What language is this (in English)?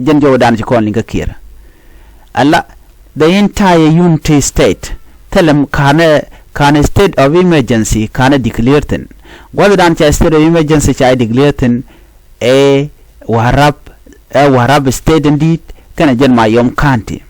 Nuer